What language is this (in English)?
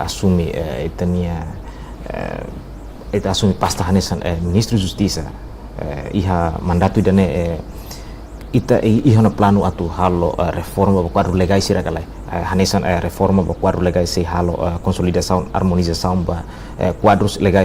Tetum